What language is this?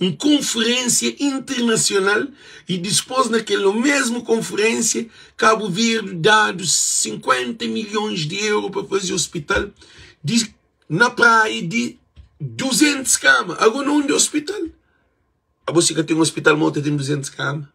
Kabuverdianu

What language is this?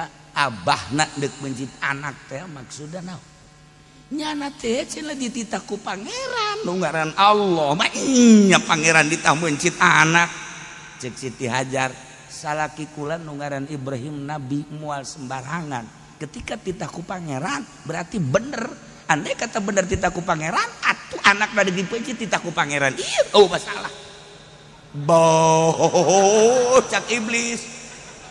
Sundanese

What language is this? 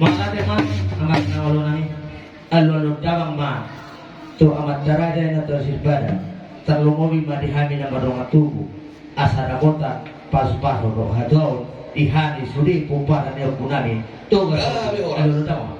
Batak Toba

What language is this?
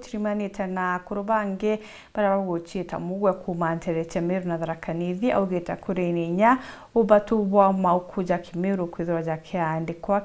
Meru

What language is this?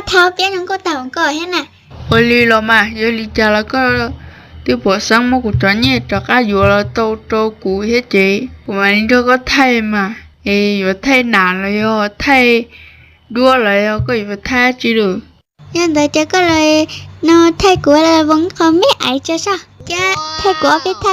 Hmong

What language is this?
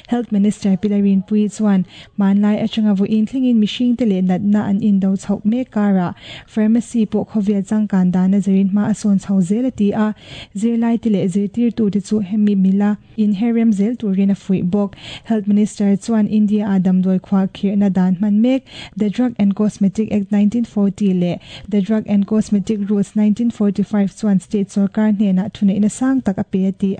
Mizo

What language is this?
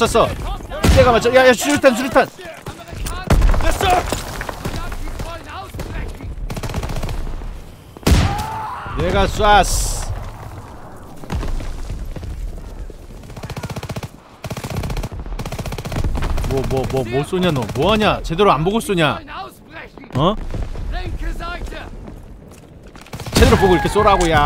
Korean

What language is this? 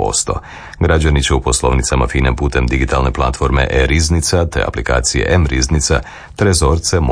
Croatian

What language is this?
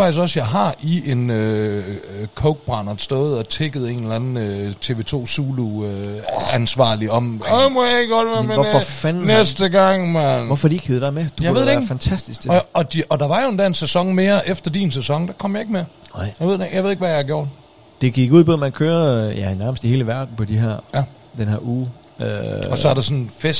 Danish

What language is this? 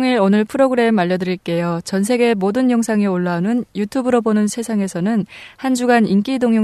Korean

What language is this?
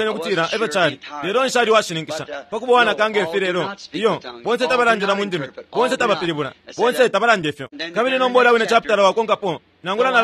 Bemba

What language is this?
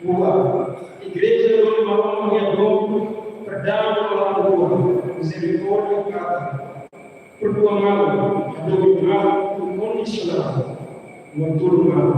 Tetum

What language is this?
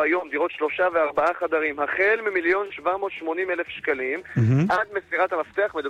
Hebrew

